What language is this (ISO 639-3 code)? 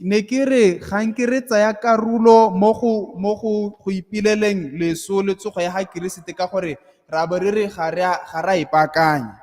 tsn